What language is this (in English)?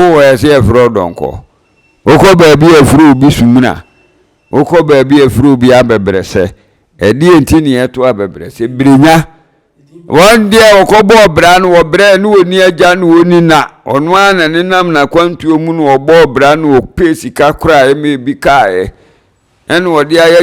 Akan